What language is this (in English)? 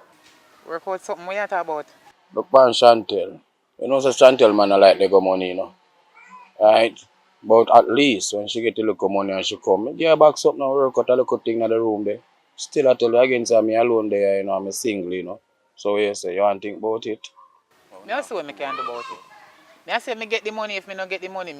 Jamaican Creole English